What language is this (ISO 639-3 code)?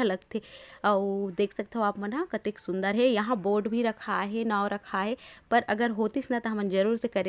hne